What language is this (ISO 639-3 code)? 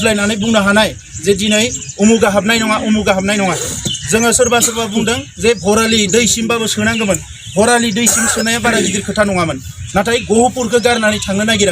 brx